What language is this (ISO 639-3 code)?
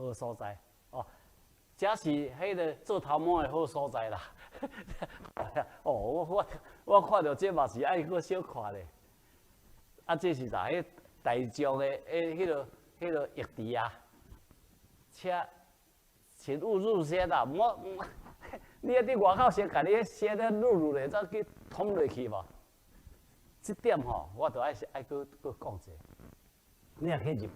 nan